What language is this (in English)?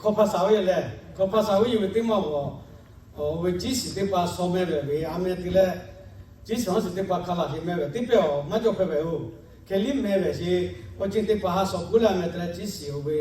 Lahu